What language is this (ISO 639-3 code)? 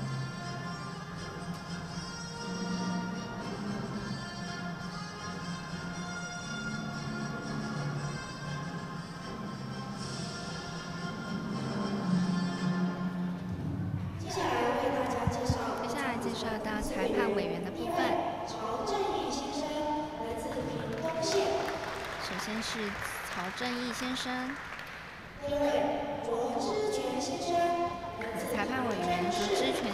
zho